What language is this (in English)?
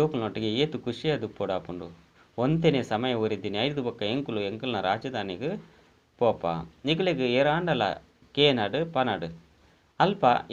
Tulu